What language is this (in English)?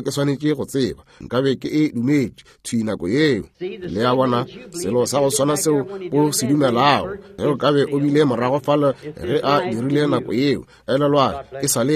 Northern Sotho